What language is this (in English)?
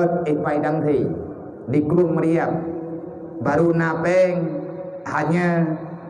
Achinese